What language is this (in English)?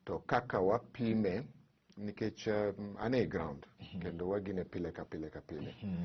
Luo (Kenya and Tanzania)